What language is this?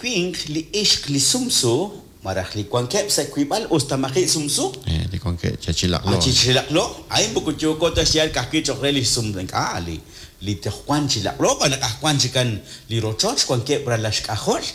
Kekchí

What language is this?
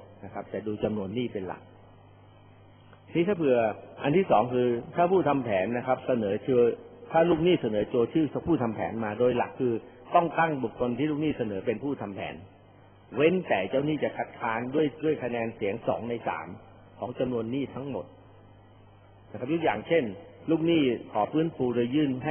Thai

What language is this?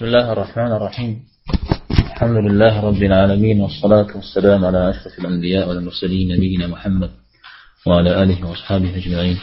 Kabardian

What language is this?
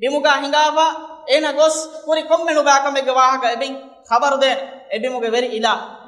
Divehi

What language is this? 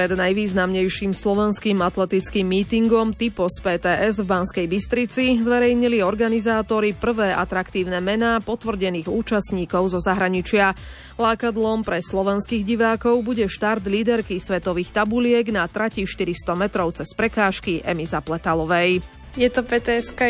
Slovak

